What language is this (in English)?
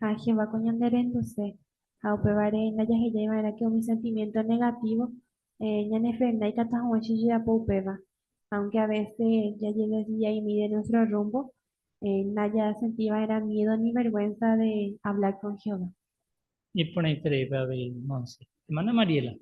Guarani